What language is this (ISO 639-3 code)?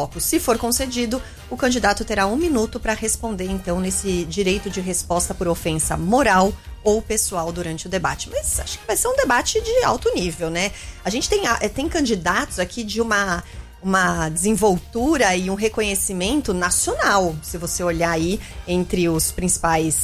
por